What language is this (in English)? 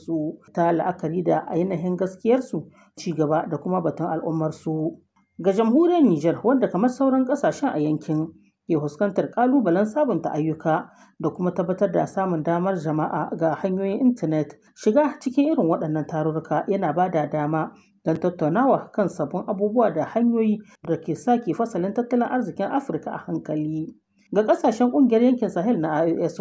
Hausa